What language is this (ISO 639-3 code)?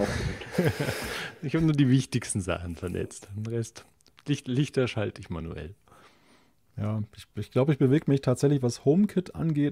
deu